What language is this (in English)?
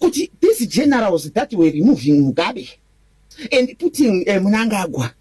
Shona